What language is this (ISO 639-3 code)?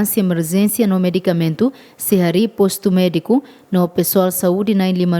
tet